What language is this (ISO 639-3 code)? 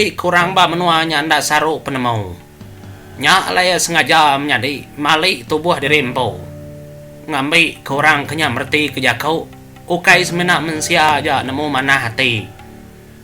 iba